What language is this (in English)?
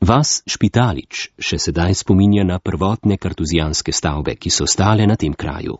Slovenian